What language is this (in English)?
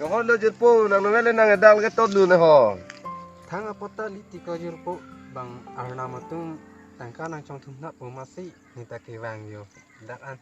Karbi